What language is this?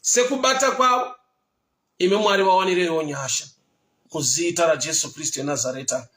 Shona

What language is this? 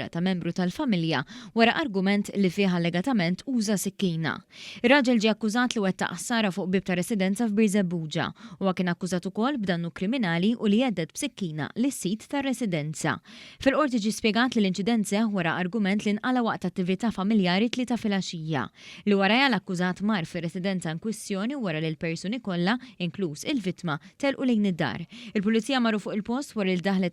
Maltese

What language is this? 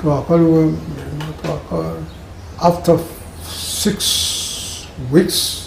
Gusii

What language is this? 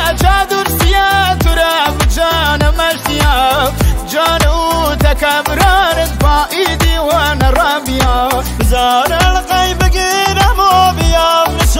Persian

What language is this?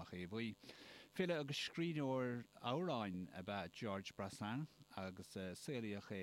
Irish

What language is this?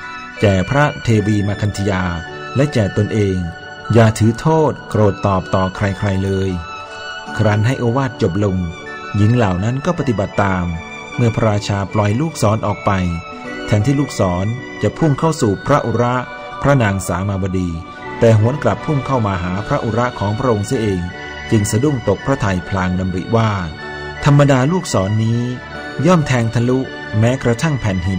Thai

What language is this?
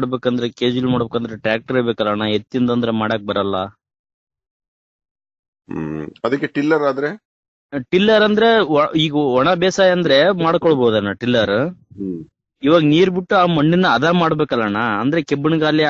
Kannada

